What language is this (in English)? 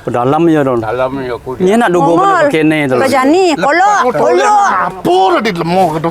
Balinese